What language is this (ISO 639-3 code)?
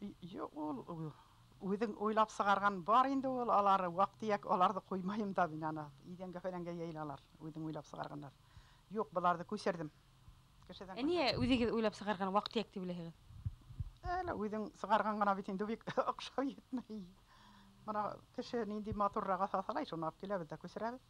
bak